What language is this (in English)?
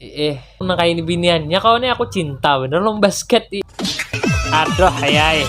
Banjar